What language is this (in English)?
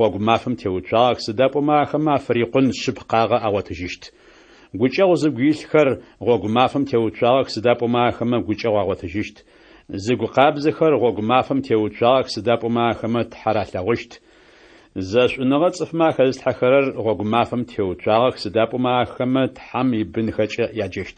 Adyghe